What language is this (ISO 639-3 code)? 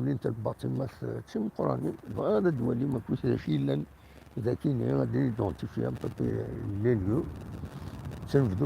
kab